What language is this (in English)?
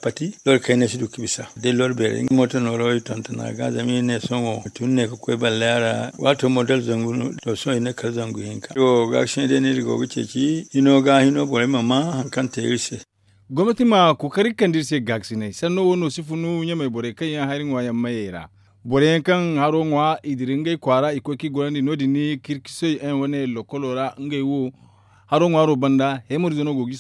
Zarma